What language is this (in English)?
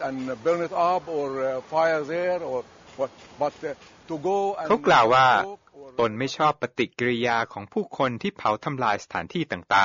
Thai